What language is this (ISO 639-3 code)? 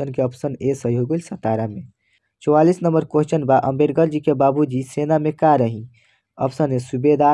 bho